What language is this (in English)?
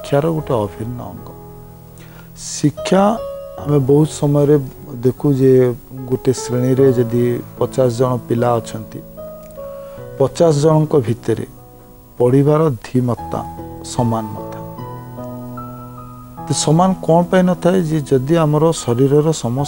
Odia